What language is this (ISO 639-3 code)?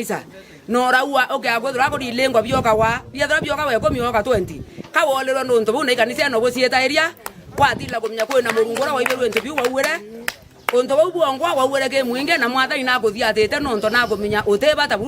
mer